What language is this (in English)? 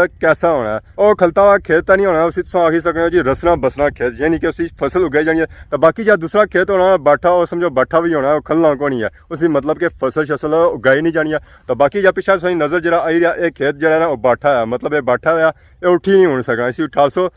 Pahari-Potwari